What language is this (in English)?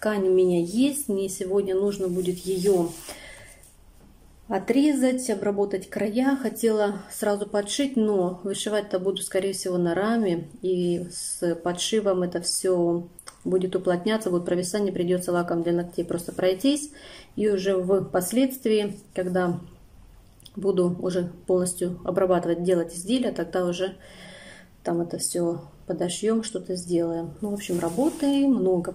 Russian